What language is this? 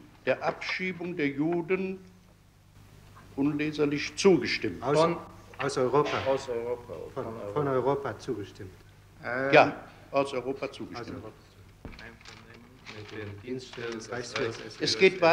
German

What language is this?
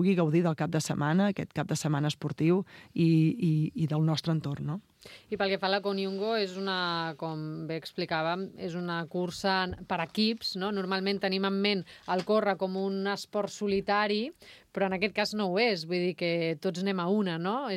Catalan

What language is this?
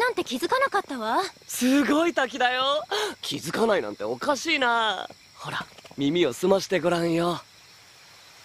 Japanese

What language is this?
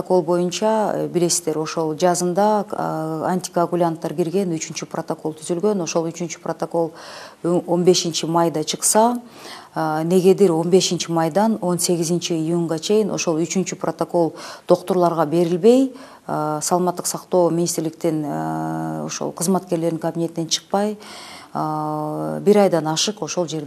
Kyrgyz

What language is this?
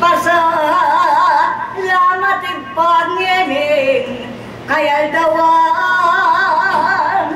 Pampanga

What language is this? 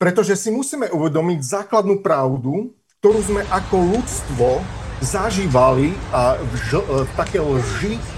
Slovak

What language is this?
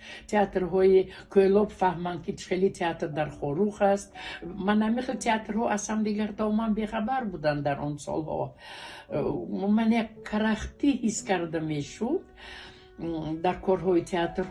Tajik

